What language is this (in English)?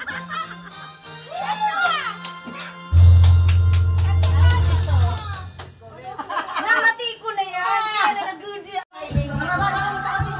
Filipino